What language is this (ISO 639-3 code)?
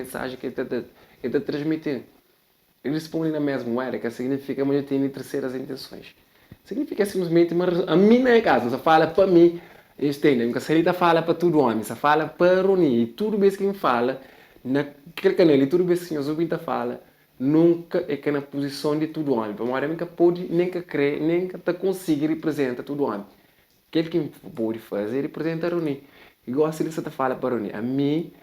kea